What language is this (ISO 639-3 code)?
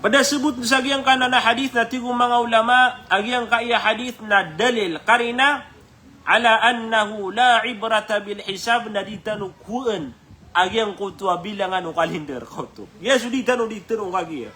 mrw